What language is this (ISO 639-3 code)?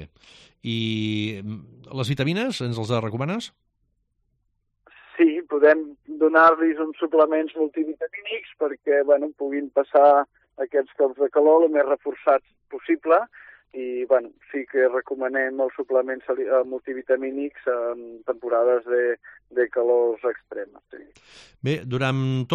cat